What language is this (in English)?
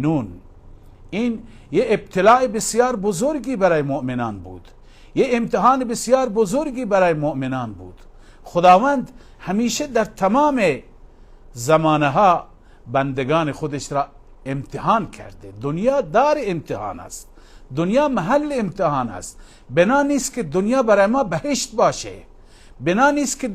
Persian